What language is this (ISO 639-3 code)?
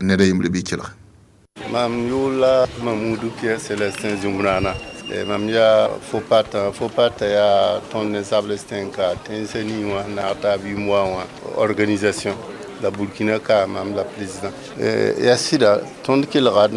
mos